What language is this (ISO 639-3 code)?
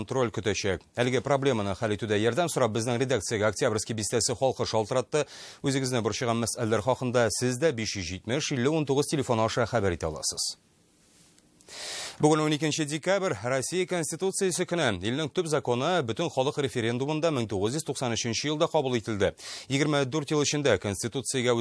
tat